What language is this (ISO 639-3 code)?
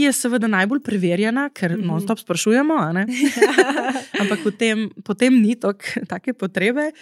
slv